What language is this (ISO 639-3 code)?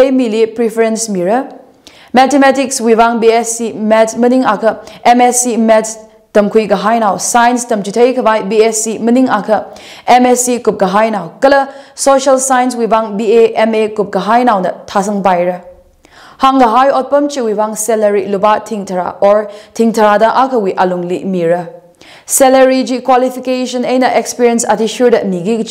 nmf